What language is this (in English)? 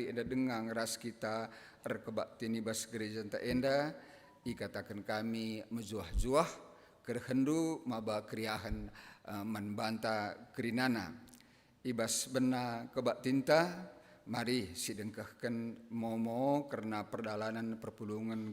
Batak Karo